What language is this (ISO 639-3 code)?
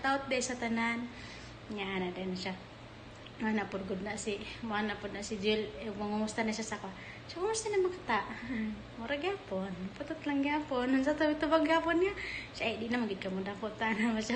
ceb